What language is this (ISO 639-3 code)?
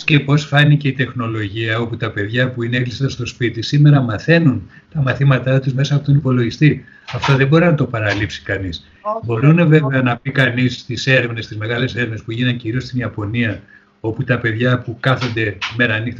ell